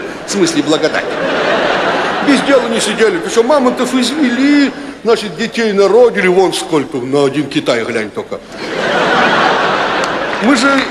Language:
Russian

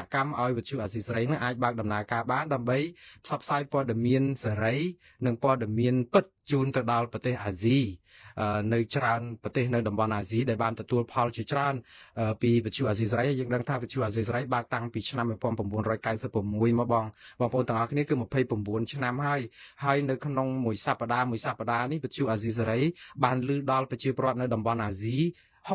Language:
Khmer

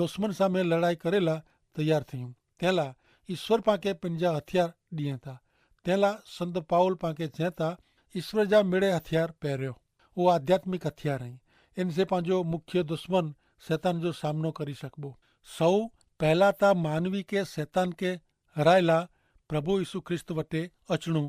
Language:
Kachhi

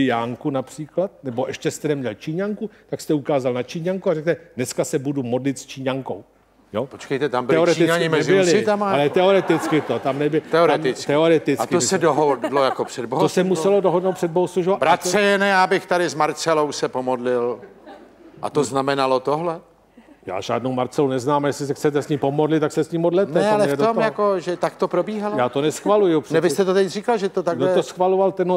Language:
Czech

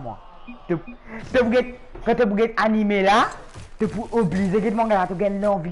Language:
Morisyen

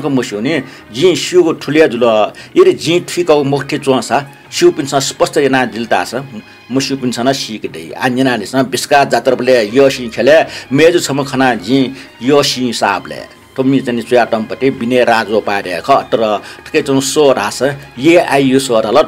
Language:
Newari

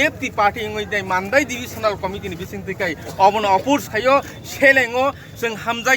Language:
Kok Borok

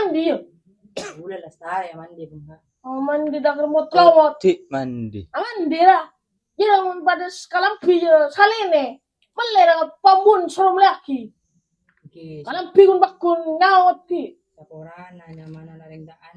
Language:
Madurese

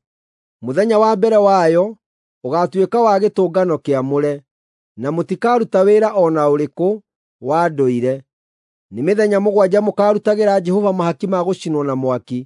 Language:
Kikuyu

